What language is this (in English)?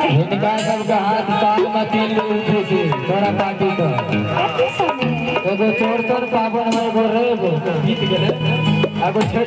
Maithili